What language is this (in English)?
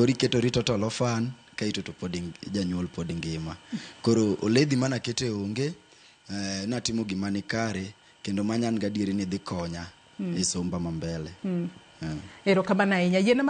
Luo (Kenya and Tanzania)